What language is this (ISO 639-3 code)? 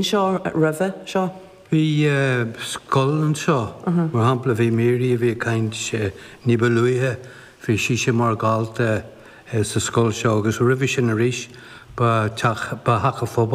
gle